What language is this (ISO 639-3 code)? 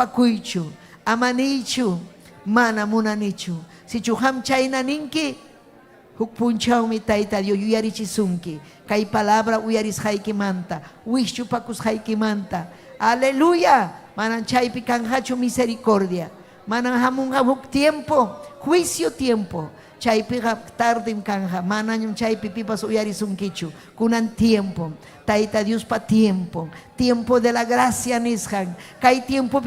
quy